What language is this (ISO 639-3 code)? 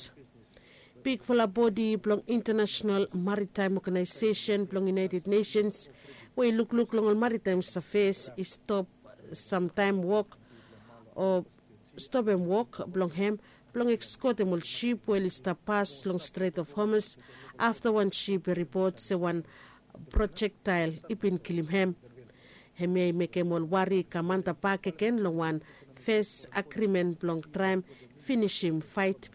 bis